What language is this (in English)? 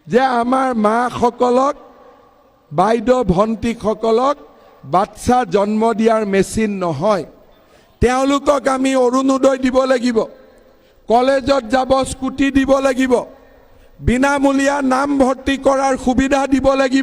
Assamese